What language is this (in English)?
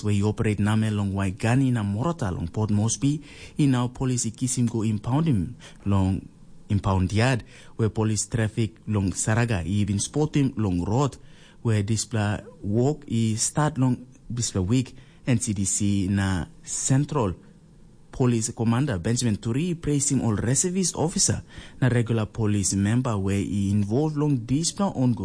Tok Pisin